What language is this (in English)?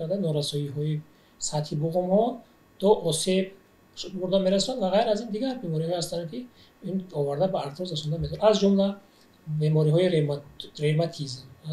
Tajik